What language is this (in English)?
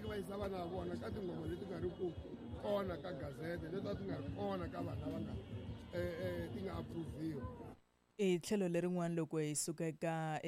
Tsonga